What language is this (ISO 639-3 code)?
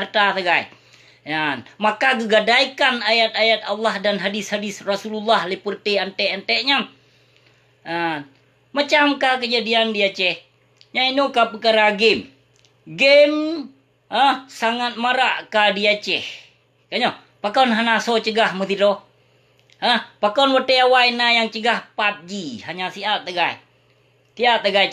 ace